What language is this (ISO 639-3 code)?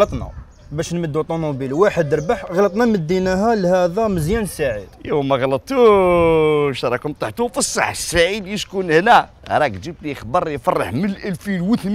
arq